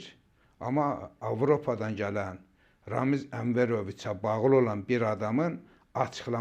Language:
Azerbaijani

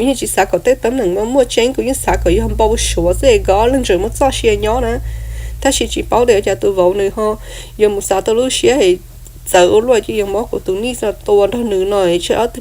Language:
Hmong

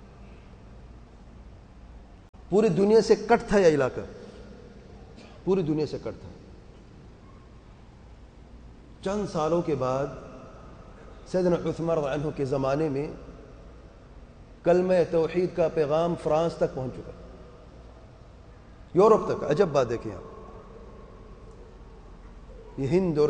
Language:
Urdu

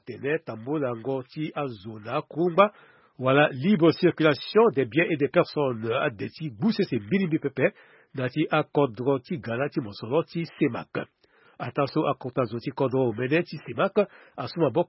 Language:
Sango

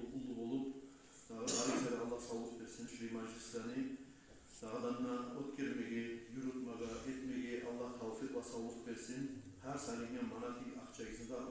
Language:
Kumyk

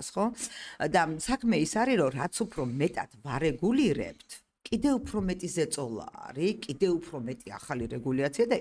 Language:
Georgian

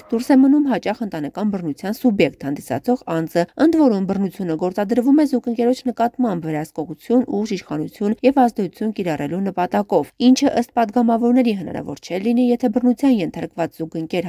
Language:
Armenian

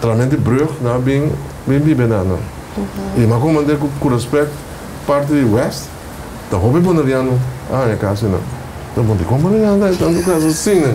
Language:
Papiamento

